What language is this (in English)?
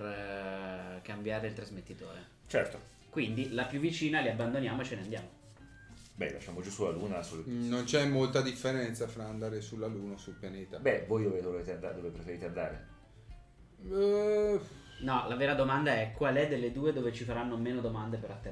Italian